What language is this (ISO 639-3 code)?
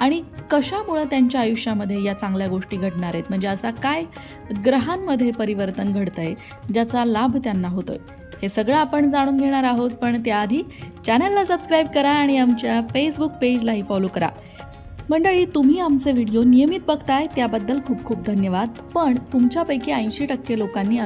mar